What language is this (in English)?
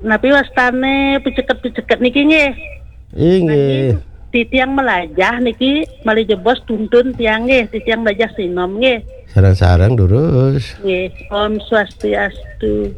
Balinese